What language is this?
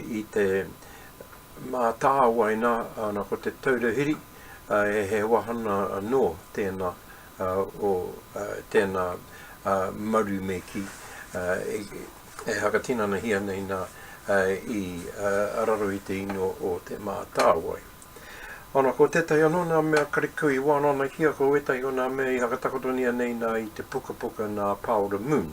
Māori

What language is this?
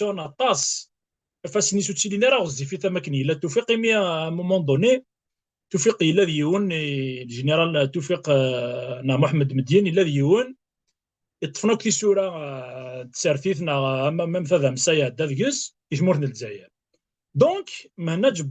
Kabyle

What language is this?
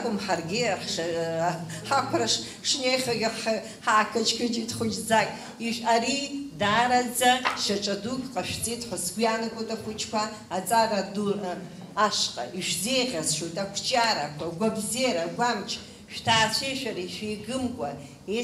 Abkhazian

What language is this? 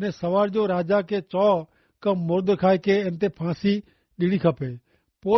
Kachhi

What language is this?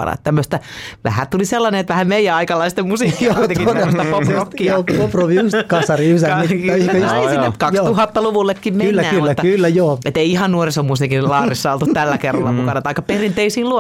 Finnish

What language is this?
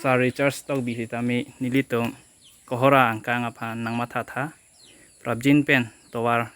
Karbi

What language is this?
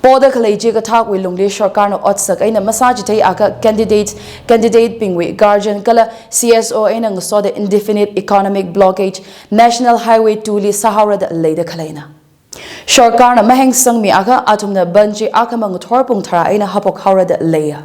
Tangkhul Naga (India)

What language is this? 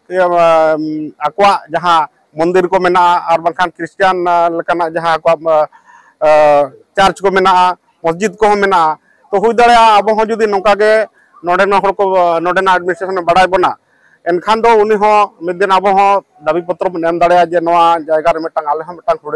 Santali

